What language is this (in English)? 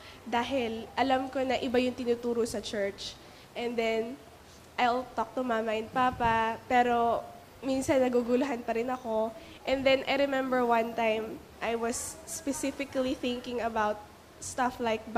Filipino